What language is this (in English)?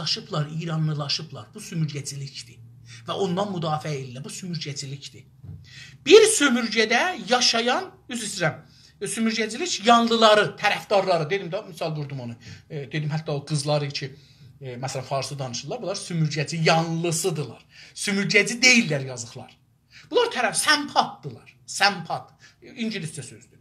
South Azerbaijani